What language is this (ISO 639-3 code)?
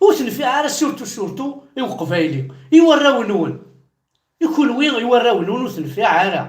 kab